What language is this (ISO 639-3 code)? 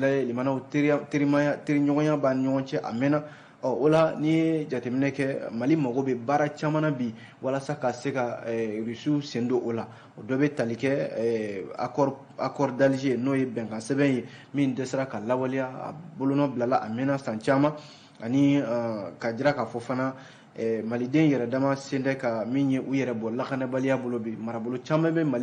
bam